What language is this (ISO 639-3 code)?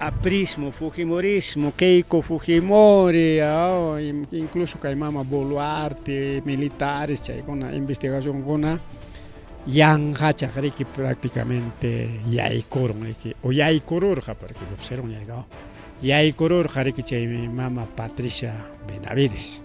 quy